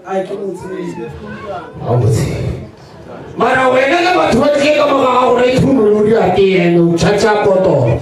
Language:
Northern Sotho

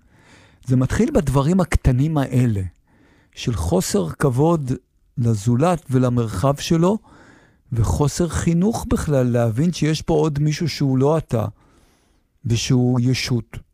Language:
Hebrew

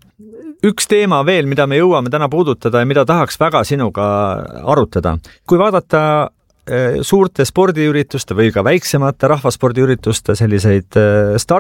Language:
Estonian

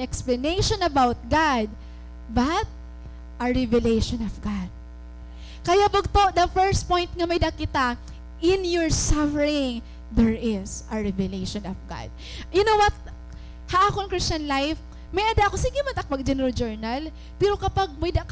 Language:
Waray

